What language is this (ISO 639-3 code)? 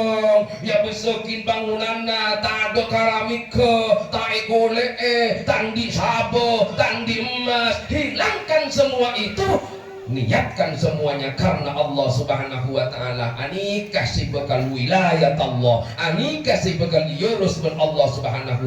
mad